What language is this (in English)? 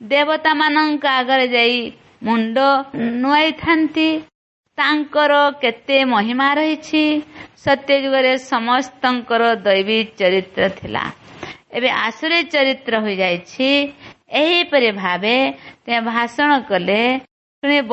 Odia